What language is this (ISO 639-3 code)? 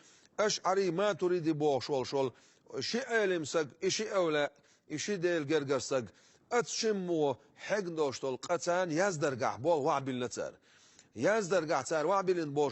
che